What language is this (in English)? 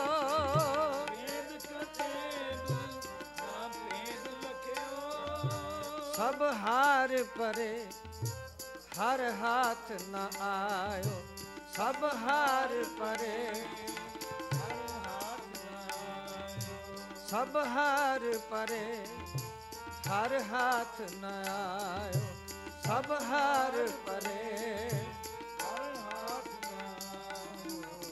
Punjabi